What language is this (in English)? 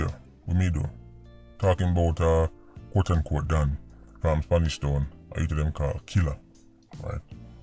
Jamaican Creole English